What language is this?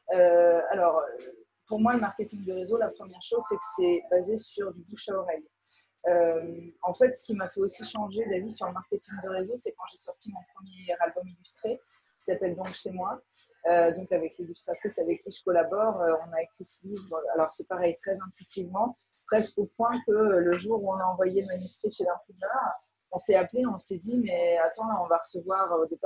French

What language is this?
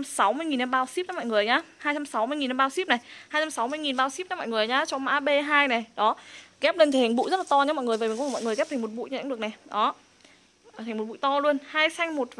Vietnamese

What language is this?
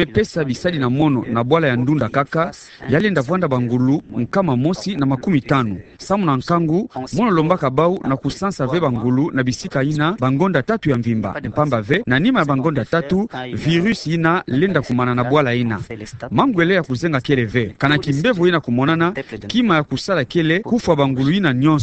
Kituba (Democratic Republic of Congo)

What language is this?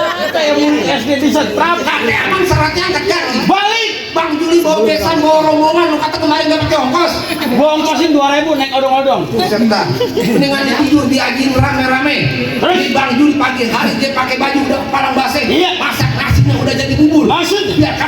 Betawi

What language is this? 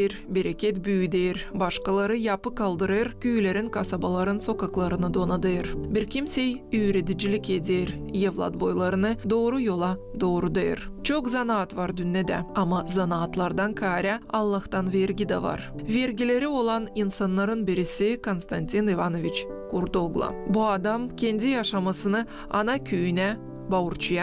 Gagauz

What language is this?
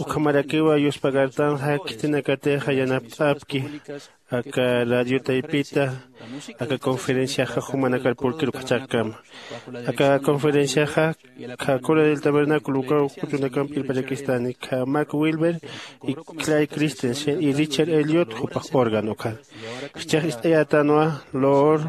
Aymara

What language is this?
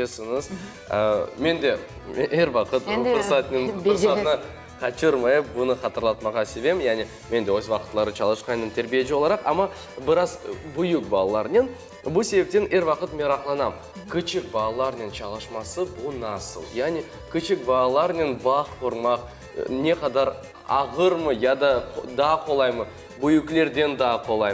Crimean Tatar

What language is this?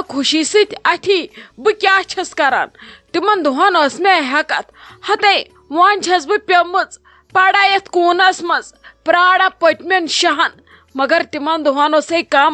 Kashmiri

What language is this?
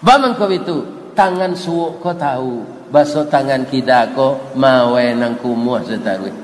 Minangkabau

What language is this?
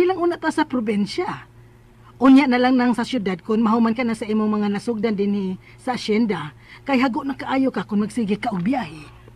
Cebuano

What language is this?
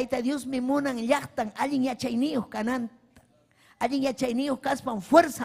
Ayacucho Quechua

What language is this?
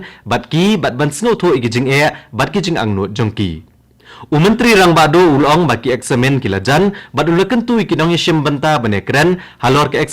Khasi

